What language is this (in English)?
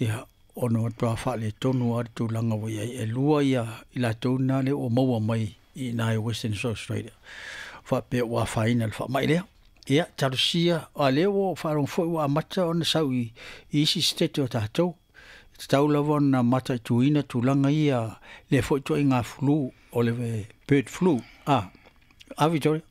Samoan